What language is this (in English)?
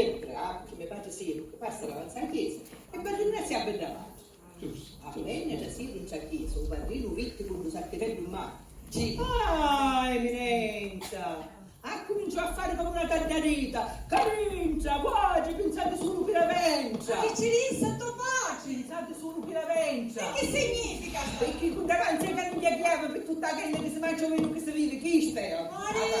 Sicilian